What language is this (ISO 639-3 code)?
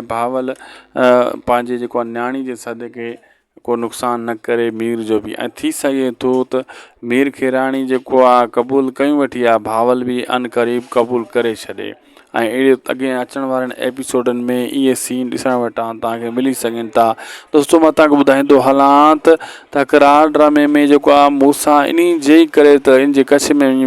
snd